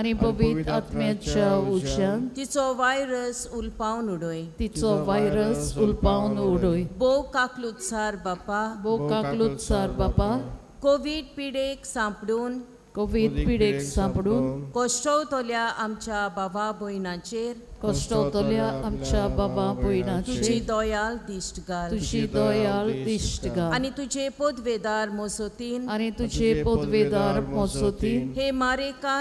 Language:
Konkani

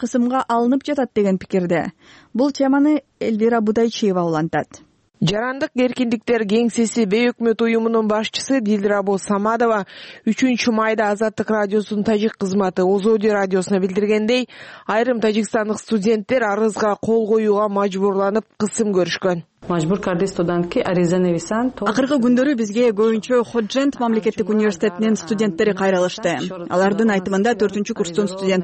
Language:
Kyrgyz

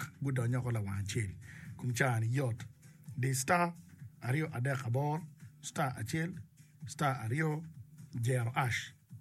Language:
Acoli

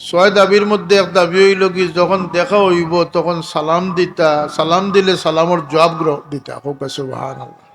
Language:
Sylheti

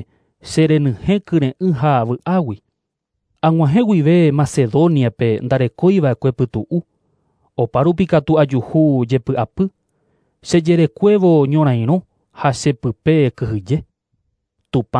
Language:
Guarani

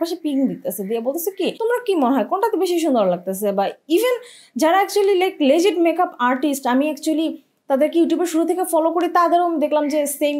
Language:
Bangla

